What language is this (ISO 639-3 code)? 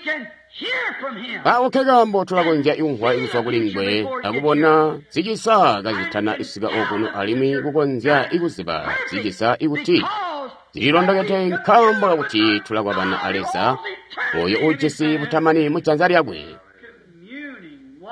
toi